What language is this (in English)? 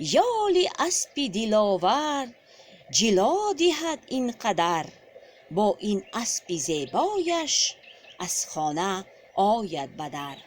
Tajik